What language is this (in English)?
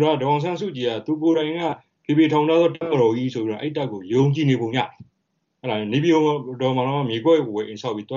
Burmese